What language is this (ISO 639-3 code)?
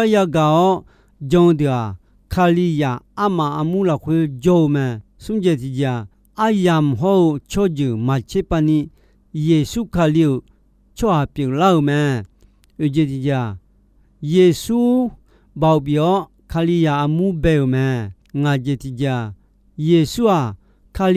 ahk